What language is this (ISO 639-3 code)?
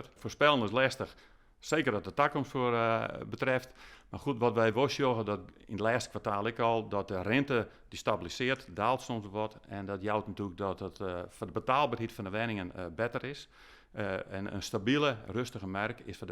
fry